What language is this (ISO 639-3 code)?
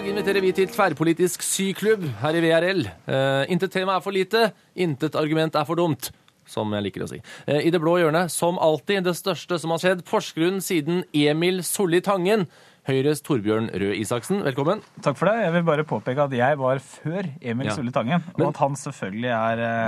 nor